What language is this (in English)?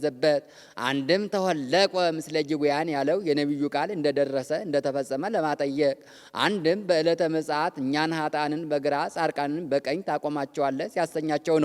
Amharic